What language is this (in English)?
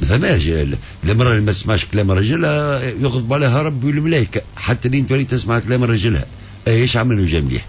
Tunisian Arabic